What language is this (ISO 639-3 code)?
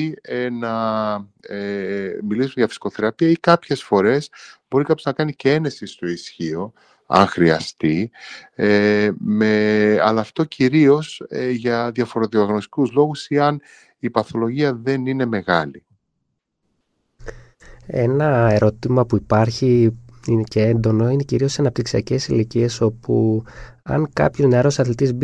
ell